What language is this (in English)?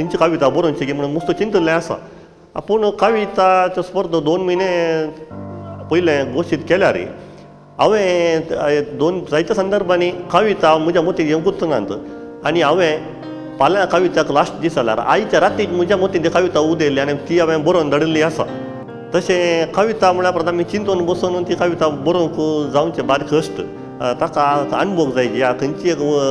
Konkani